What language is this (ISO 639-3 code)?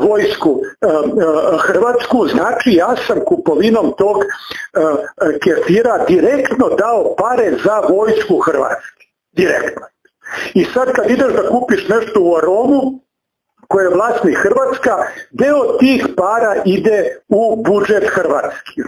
srp